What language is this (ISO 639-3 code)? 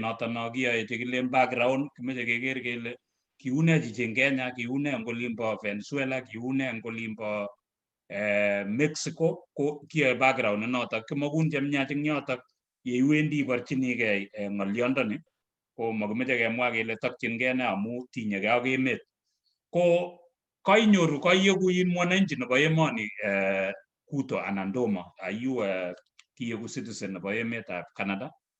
kln